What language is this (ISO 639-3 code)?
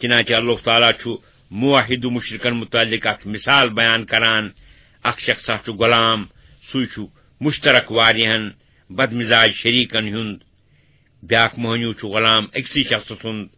kas